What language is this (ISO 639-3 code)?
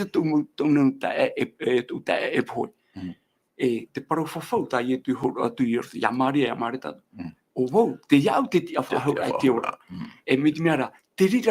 tah